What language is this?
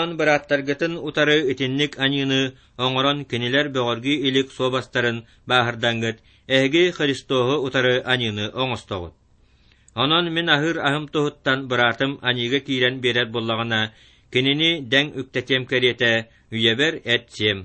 Yakut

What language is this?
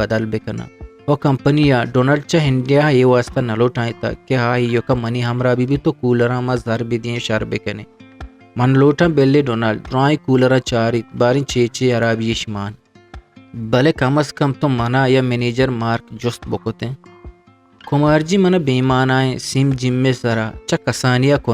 Eastern Balochi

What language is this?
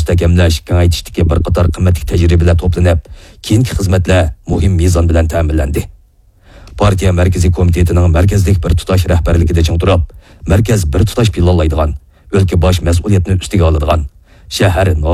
Uyghur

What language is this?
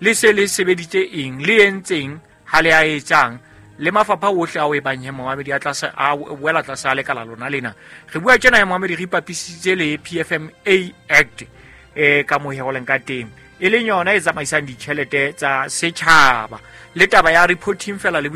Southern Sotho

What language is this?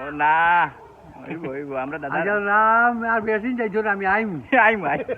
Sylheti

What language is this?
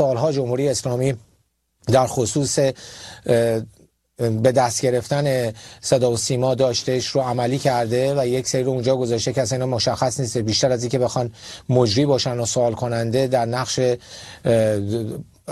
Persian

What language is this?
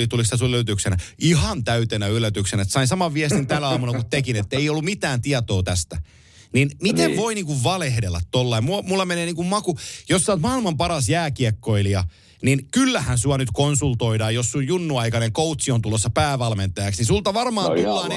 Finnish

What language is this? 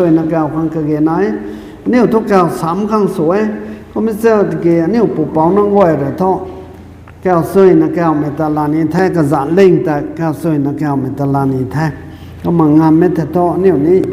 Rongmei Naga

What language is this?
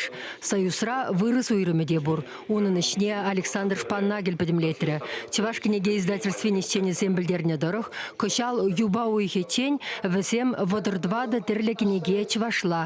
Chuvash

